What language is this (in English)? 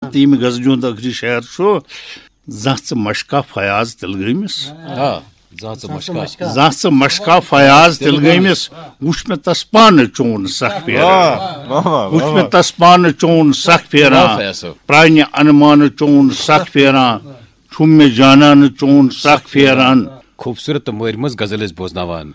Kashmiri